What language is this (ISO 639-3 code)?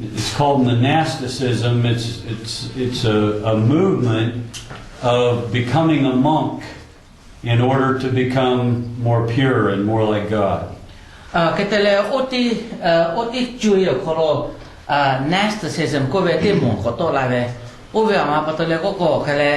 lhu